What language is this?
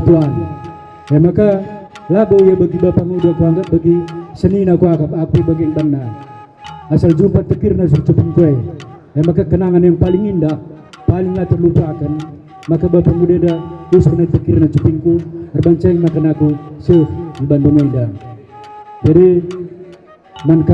Batak Karo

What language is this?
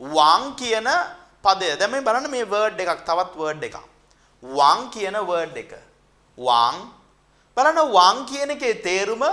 Sinhala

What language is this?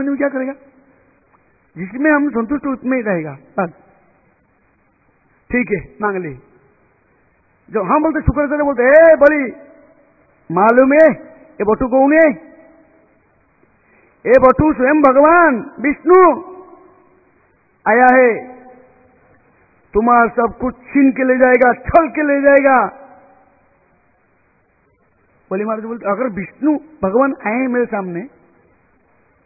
Hindi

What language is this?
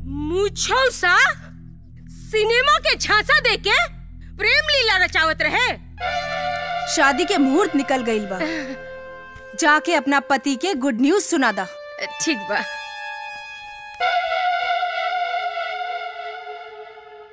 Bhojpuri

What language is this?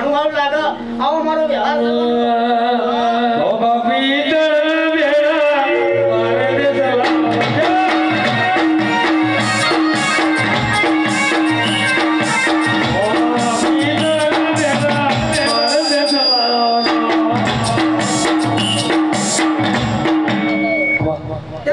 Gujarati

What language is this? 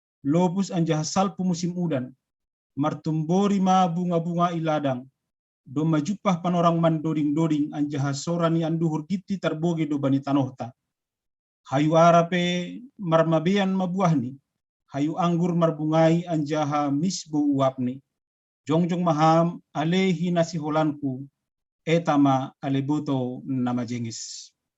Batak Simalungun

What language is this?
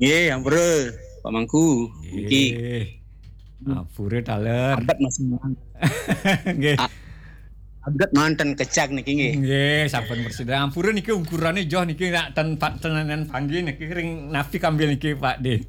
Balinese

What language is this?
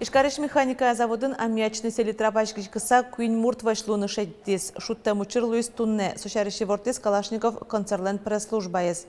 Udmurt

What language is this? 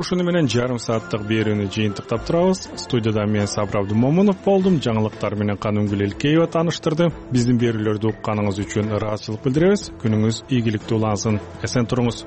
Kyrgyz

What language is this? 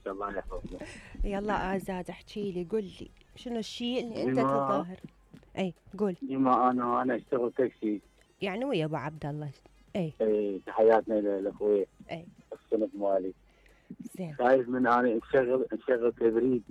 Mesopotamian Arabic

